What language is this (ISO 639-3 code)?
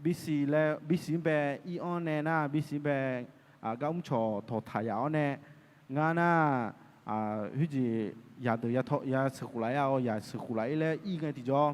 ahk